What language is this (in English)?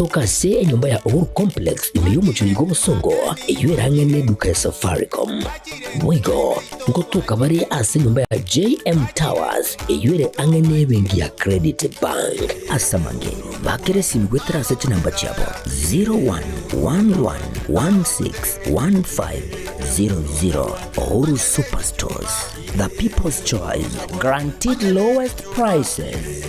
Gusii